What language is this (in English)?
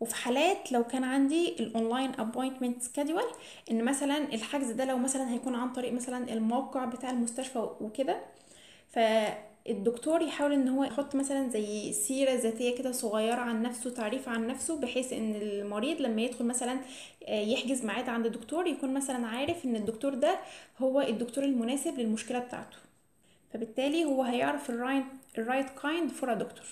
Egyptian Arabic